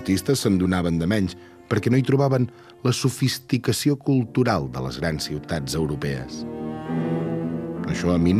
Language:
Catalan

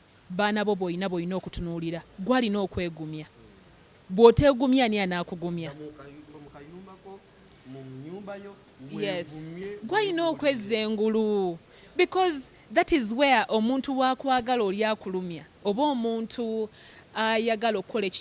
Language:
Ganda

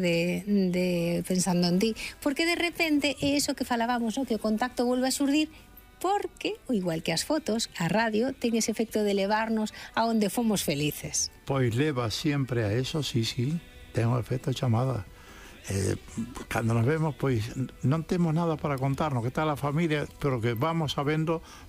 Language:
Galician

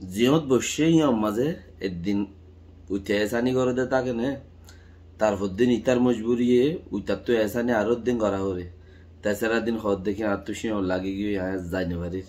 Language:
Rohingya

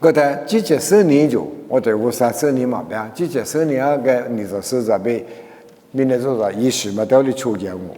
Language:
Lisu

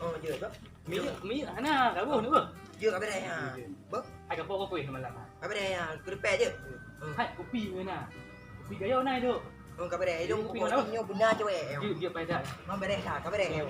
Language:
Achinese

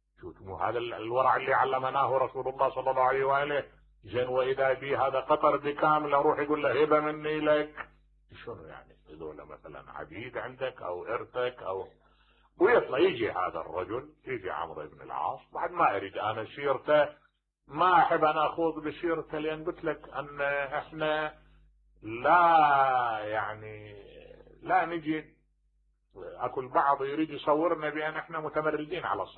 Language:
Mesopotamian Arabic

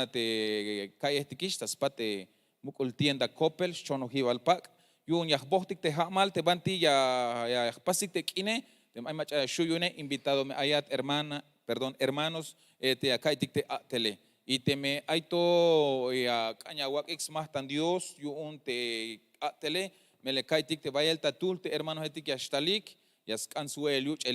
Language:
Tzeltal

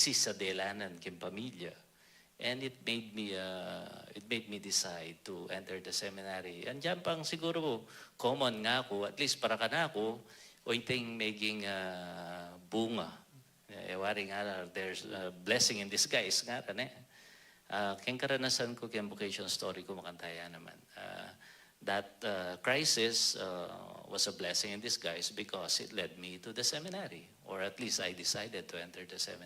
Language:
Pampanga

